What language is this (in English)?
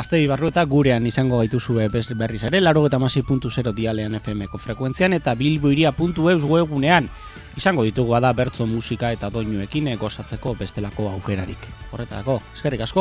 Basque